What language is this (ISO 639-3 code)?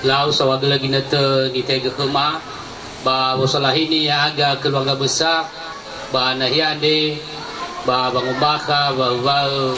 nia